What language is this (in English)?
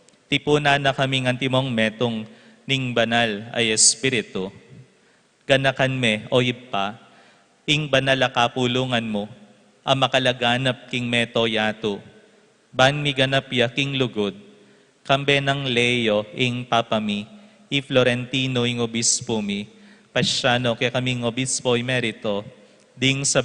Pampanga